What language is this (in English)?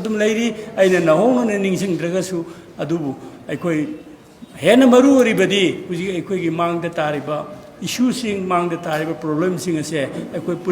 Manipuri